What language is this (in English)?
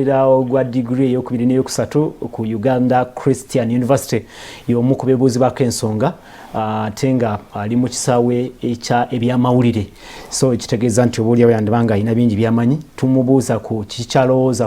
Ganda